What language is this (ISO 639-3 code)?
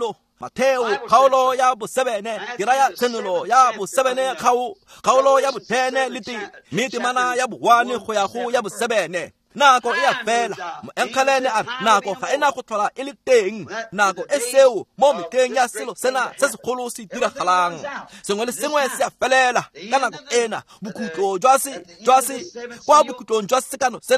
tsn